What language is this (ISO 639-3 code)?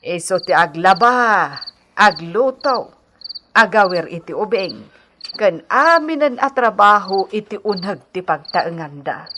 ilo